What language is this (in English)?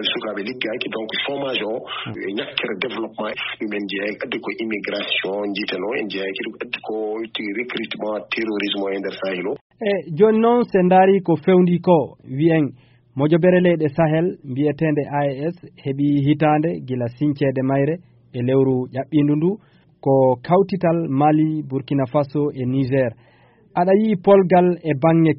Fula